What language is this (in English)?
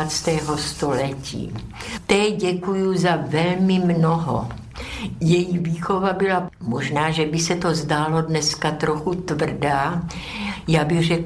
Czech